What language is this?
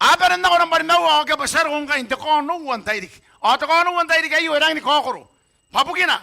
Gilbertese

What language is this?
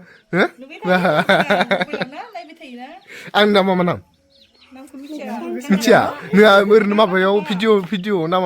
Bodo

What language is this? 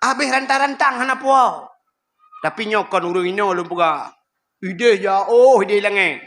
Achinese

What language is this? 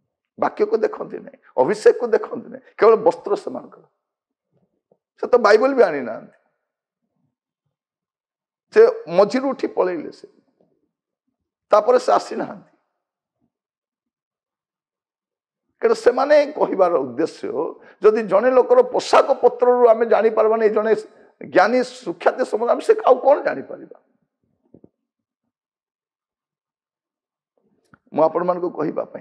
Odia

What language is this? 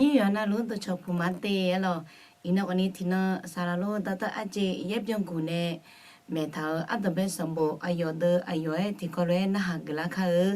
Akha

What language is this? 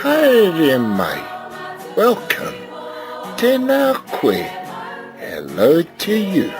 Māori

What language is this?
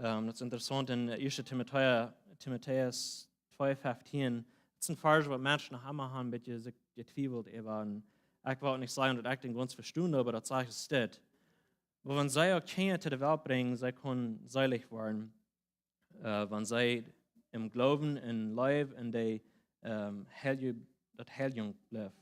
Plautdietsch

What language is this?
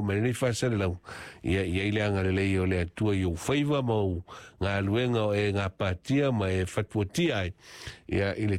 Samoan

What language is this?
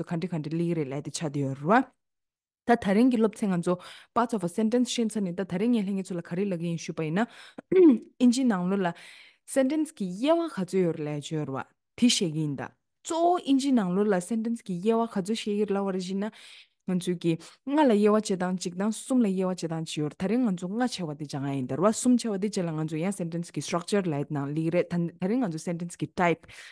Tibetan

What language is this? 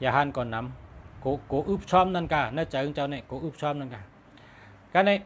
Shan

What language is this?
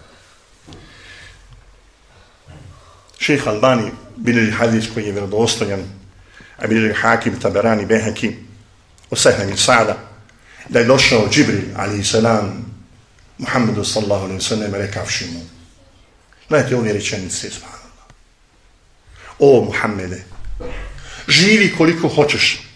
Bosnian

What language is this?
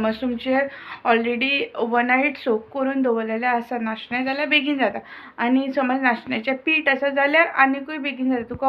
Konkani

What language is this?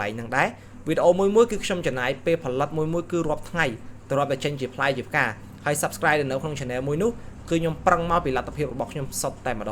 Khmer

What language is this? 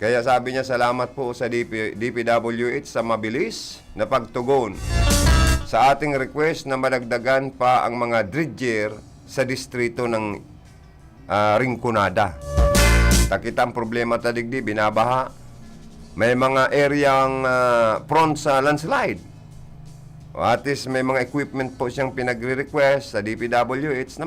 Bikol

